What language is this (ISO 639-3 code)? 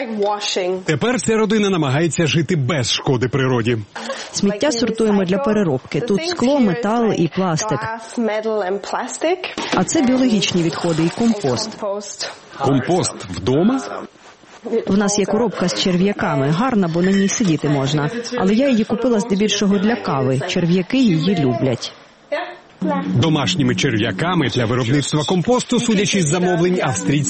ukr